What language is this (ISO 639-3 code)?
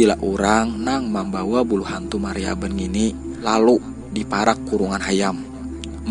bjn